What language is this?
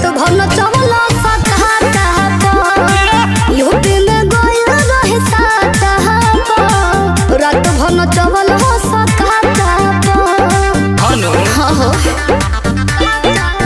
Bhojpuri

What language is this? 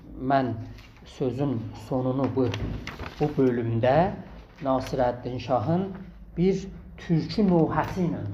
South Azerbaijani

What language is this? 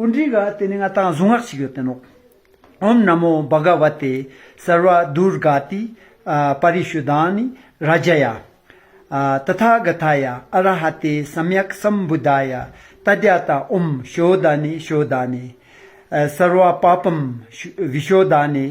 Ladakhi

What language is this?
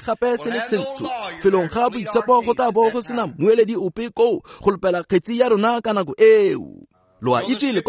Tswana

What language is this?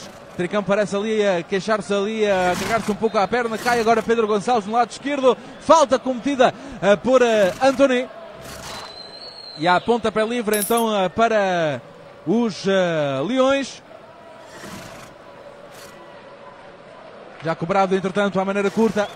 Portuguese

